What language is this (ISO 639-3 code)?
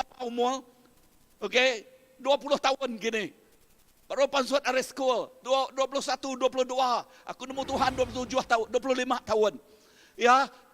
iba